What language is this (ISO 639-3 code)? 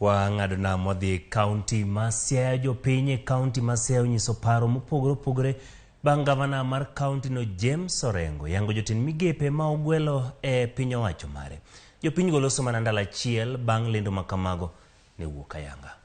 luo